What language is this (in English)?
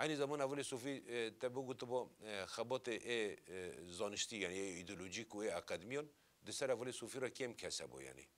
Kurdish